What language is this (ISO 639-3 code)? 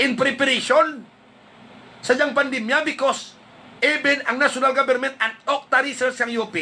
hil